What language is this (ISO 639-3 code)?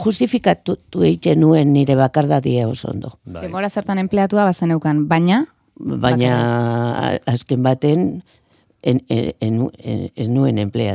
eus